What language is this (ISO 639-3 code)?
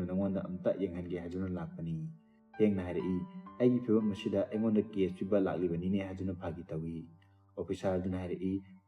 mni